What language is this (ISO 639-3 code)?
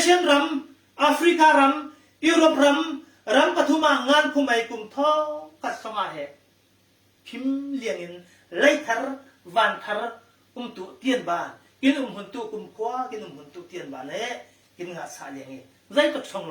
cfm